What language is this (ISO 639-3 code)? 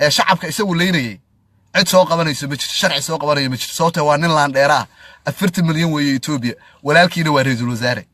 som